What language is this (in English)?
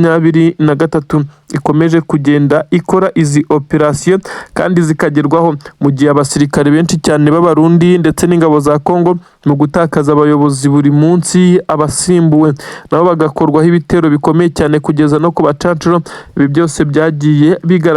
Kinyarwanda